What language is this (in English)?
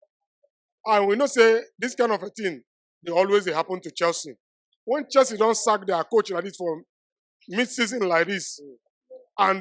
Nigerian Pidgin